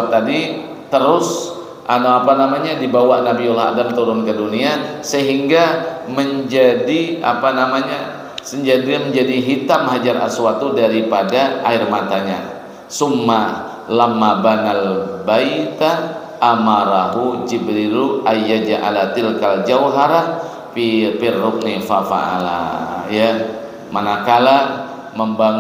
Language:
Banjar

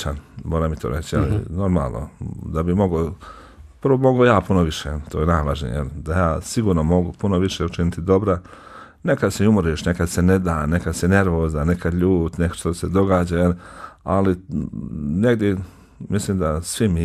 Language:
Bosnian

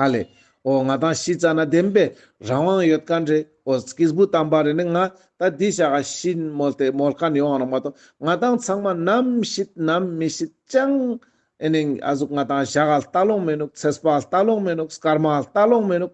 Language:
Ladakhi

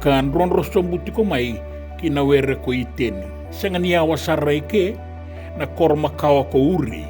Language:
Fijian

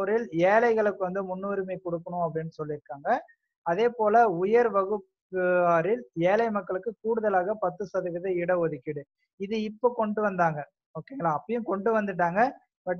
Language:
Tamil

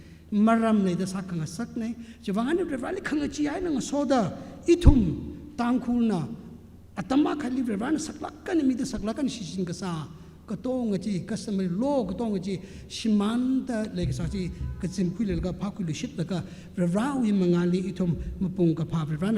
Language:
Tangkhul Naga (India)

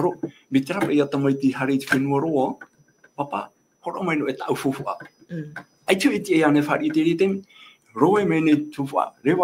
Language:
Tahitian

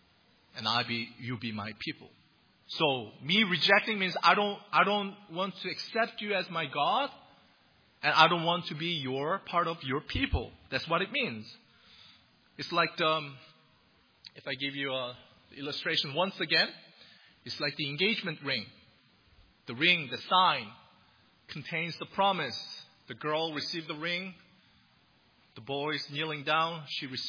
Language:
English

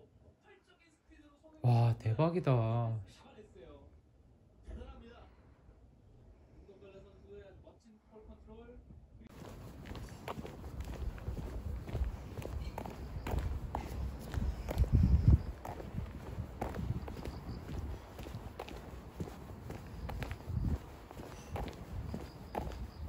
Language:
Korean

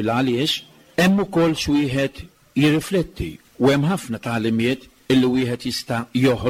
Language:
Maltese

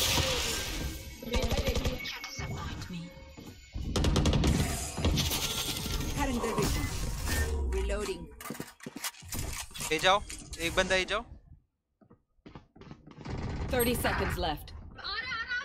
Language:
Hindi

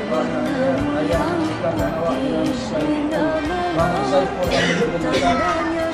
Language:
Malay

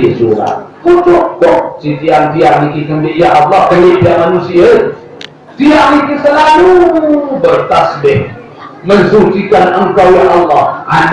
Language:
Sasak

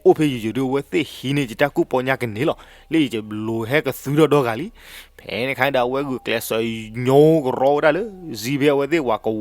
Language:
S'gaw Karen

